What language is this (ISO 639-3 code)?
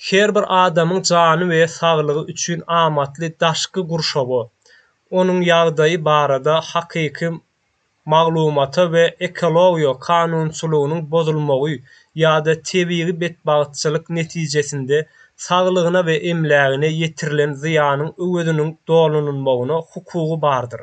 tuk